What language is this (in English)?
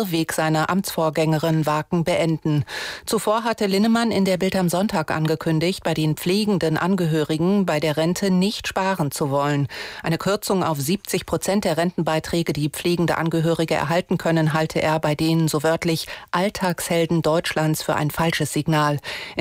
German